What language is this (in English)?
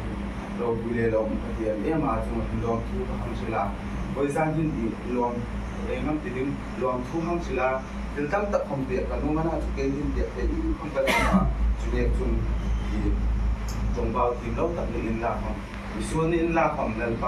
Hmar